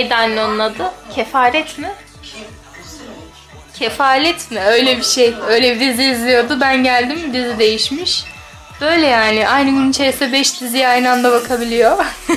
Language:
Turkish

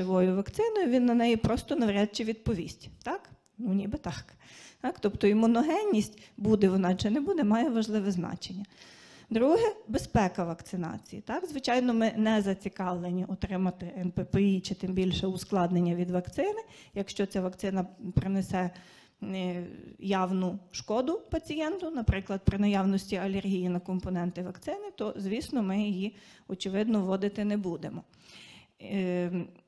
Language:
Ukrainian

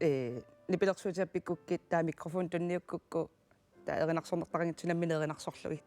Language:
Kalaallisut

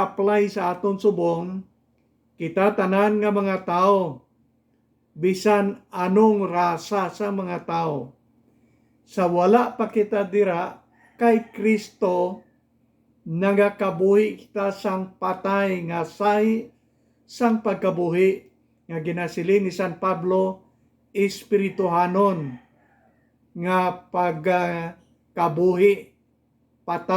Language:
Hiligaynon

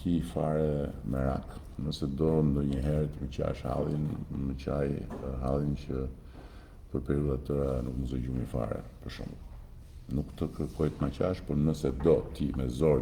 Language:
Albanian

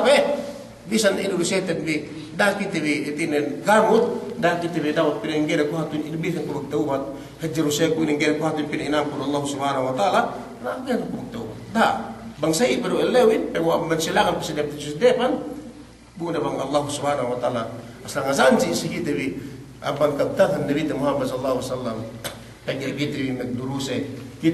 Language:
Yakan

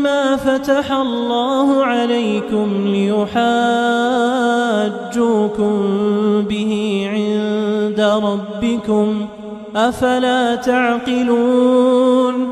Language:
Arabic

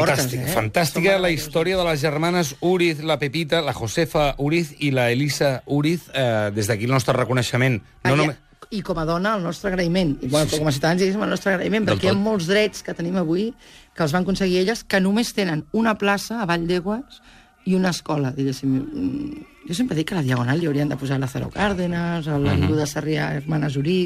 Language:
Catalan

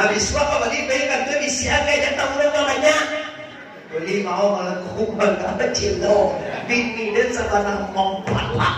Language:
Minangkabau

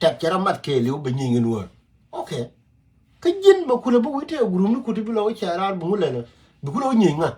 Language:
Nuer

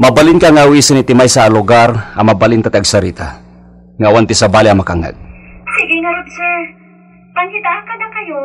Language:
Iloko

